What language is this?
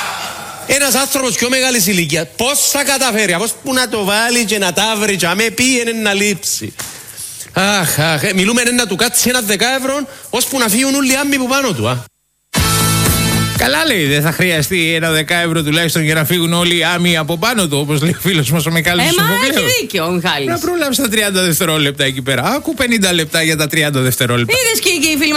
Greek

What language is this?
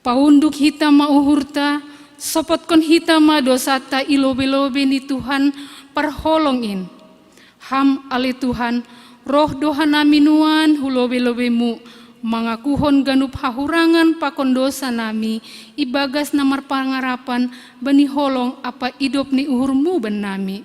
Batak Simalungun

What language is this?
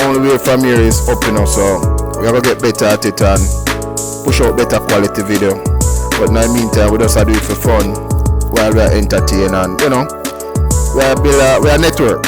Jamaican Creole English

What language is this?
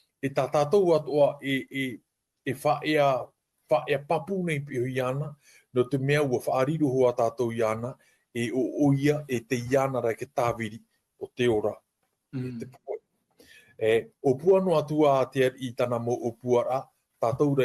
Tahitian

